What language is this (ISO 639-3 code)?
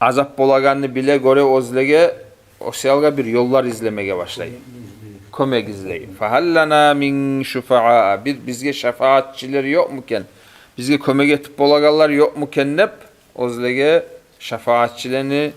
kum